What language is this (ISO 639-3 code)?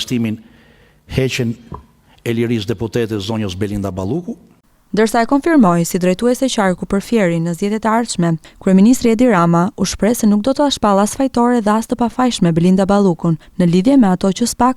sqi